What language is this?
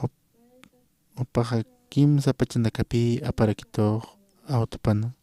Aymara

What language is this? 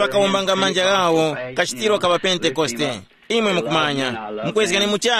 Tumbuka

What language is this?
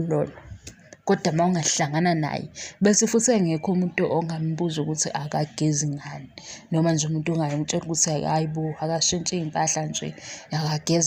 Zulu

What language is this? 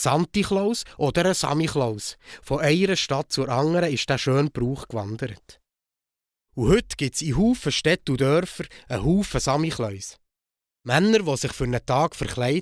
Swiss German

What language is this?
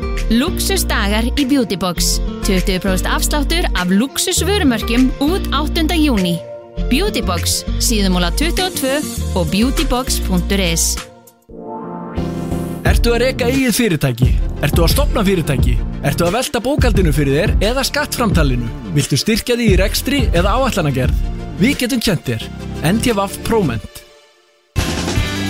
Icelandic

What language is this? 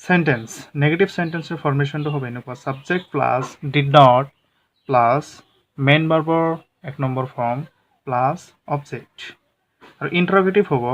Assamese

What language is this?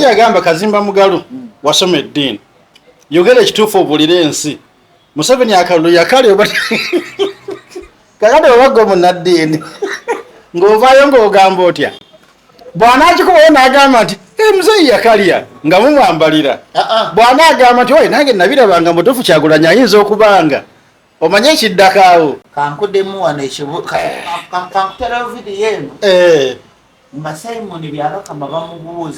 Ganda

